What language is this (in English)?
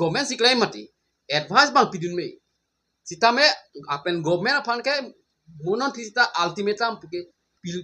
Karbi